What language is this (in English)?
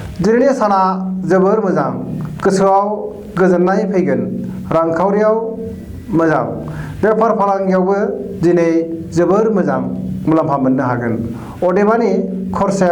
Bodo